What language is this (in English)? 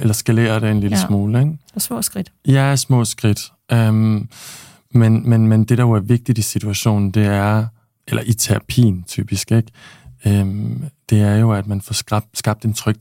Danish